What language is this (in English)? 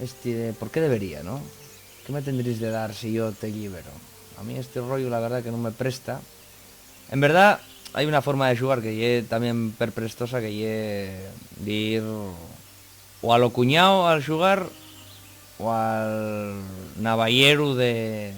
Asturian